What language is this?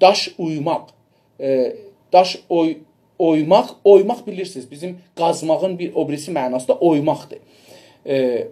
South Azerbaijani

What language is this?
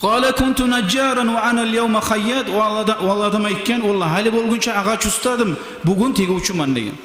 Kumyk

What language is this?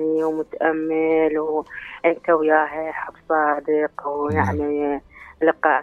Mesopotamian Arabic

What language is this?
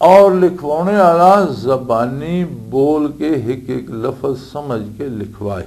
Western Panjabi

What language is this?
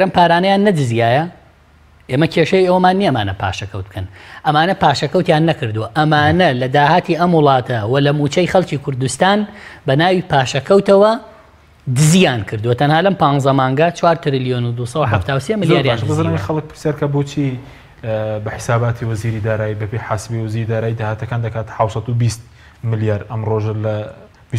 Central Kurdish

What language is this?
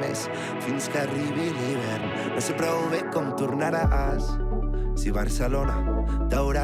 Catalan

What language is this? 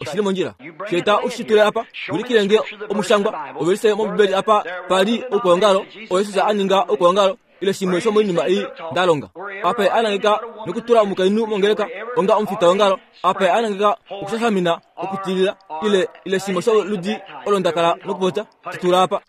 Kuanyama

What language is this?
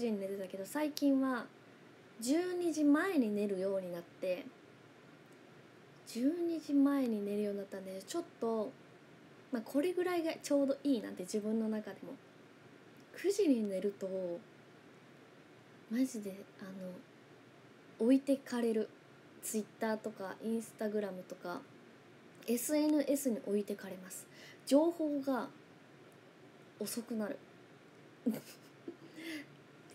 Japanese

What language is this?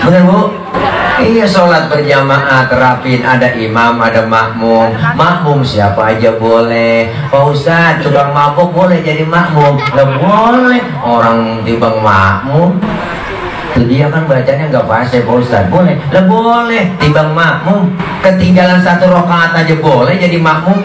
Betawi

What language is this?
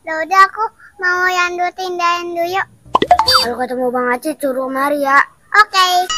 Betawi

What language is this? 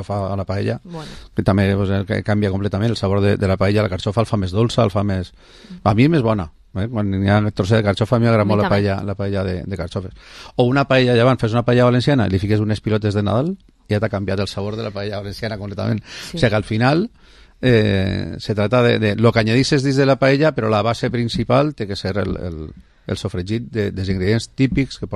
Catalan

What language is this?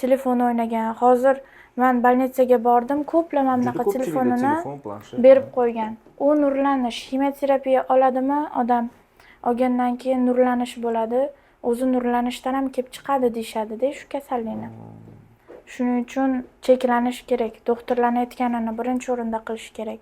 Uzbek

